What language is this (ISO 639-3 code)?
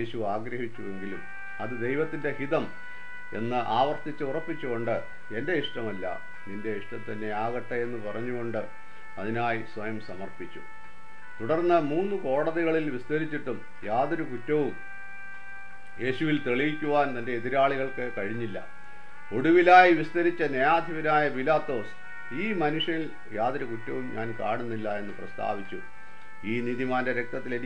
mal